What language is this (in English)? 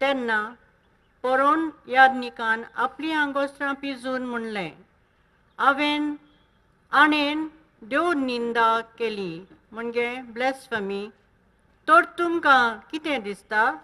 Konkani